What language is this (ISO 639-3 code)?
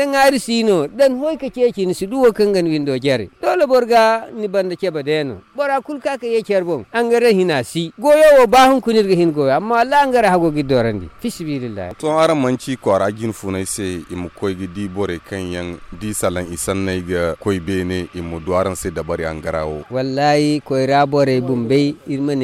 dje